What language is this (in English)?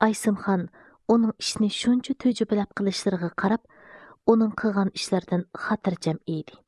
Uyghur